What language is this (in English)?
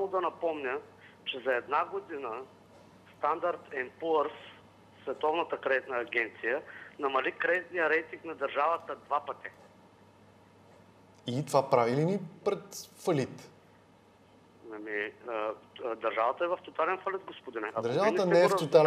Bulgarian